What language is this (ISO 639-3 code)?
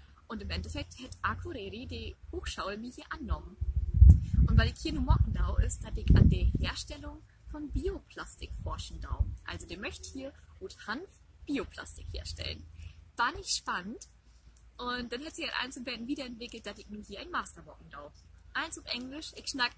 nds